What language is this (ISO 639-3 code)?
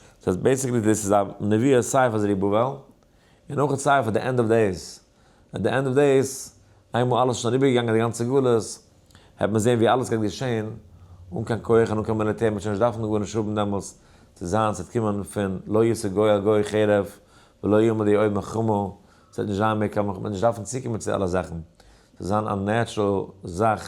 yid